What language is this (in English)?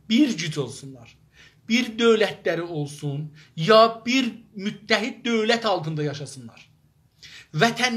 South Azerbaijani